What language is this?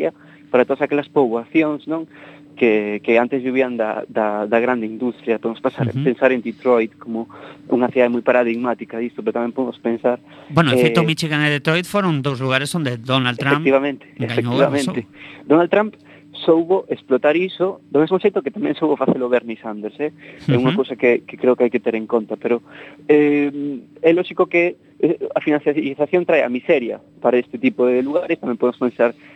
Galician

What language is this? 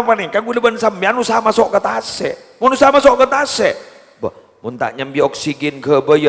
Madurese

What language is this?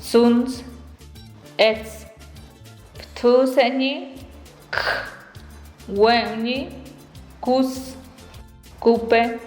Páez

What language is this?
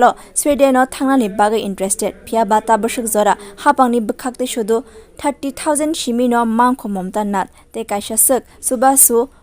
Kok Borok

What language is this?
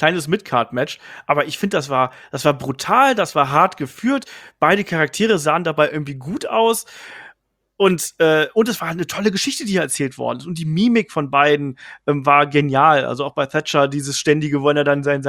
German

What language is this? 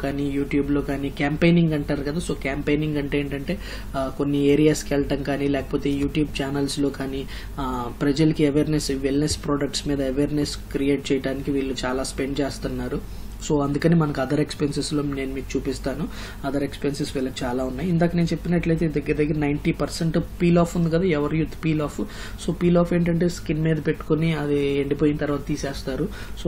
Telugu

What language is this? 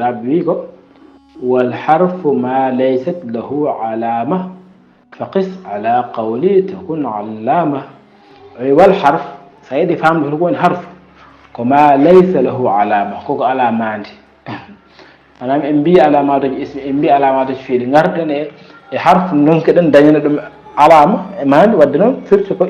Fula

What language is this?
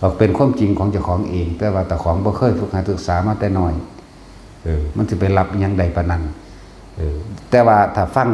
Northeastern Thai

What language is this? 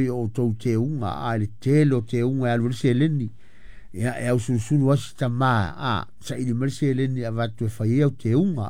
Samoan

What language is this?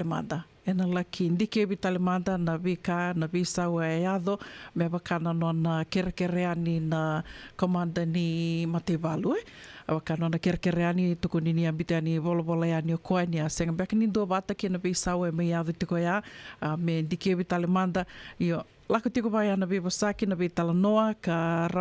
Fijian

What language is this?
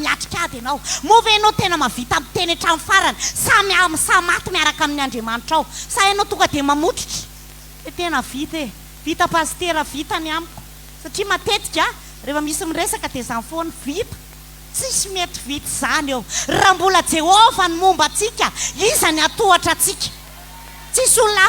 Malagasy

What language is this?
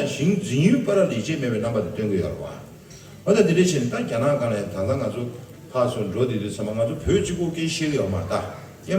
Tibetan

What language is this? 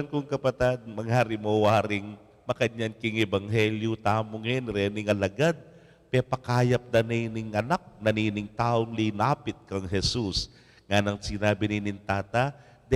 Pampanga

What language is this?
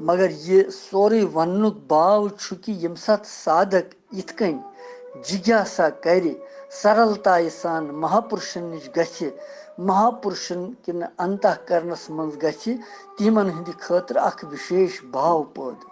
Kashmiri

